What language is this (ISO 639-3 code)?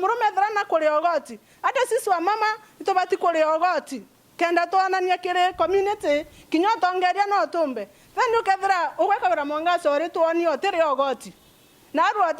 mer